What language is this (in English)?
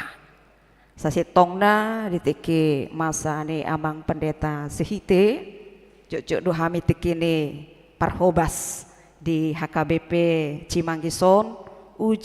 Batak Toba